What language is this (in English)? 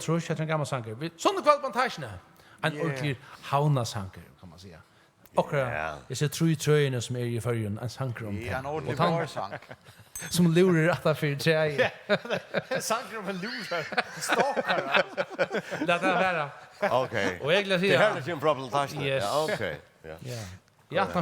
Faroese